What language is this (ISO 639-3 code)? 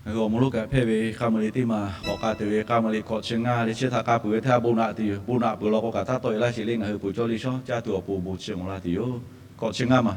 lhu